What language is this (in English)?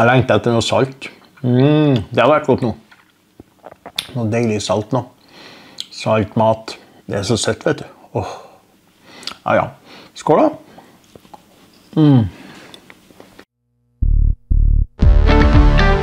Norwegian